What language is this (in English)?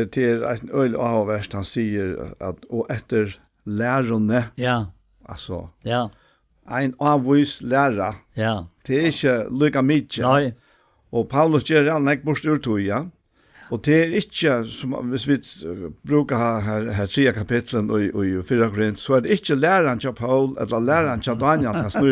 Faroese